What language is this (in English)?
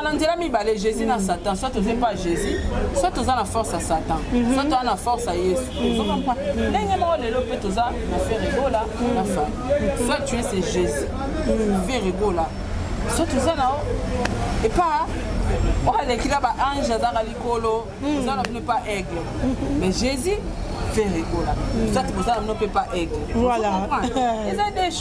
Lingala